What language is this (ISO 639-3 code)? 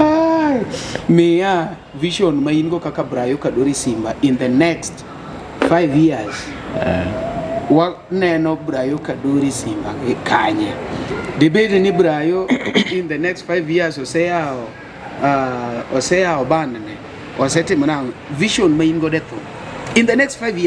luo